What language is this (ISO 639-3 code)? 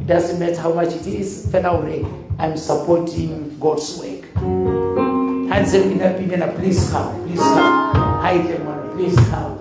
sot